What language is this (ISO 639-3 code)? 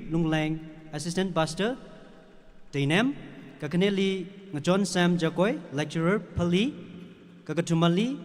nmf